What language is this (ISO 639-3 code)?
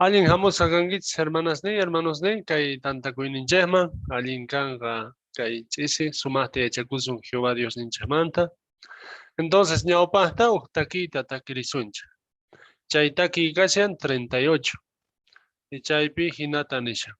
quh